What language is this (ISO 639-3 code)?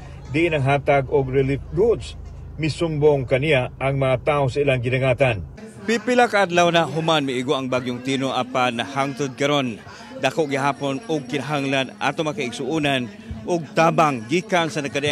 ceb